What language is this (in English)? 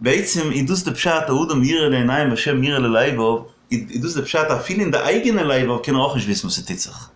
Yiddish